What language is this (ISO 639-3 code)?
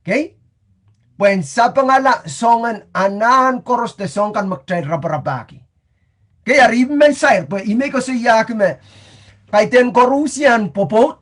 pon